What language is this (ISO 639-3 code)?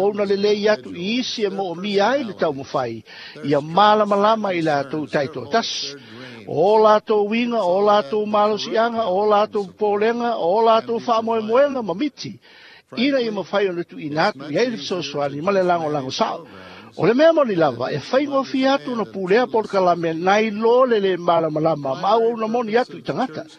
smo